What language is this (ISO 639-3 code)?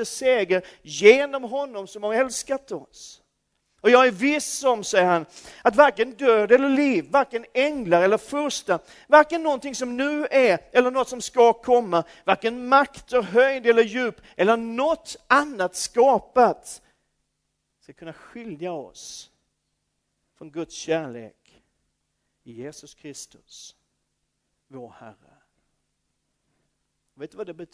swe